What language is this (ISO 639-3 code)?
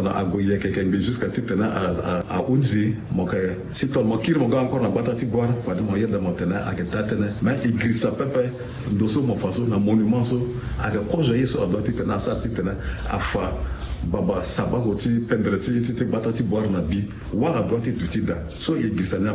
sag